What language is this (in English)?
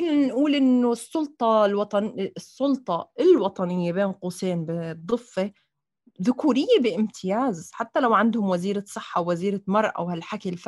North Levantine Arabic